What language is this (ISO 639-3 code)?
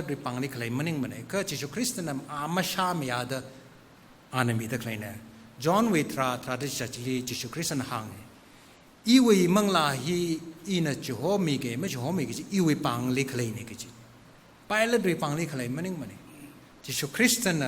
nmf